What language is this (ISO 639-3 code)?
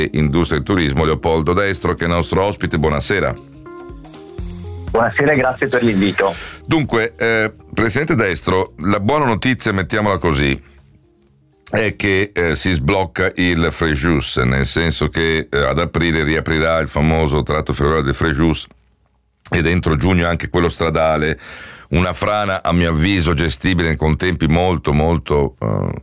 ita